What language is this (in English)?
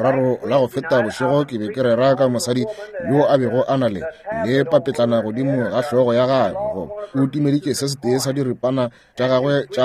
Northern Sotho